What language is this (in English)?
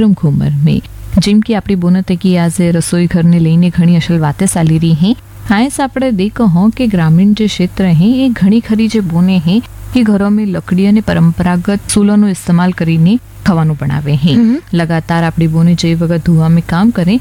Gujarati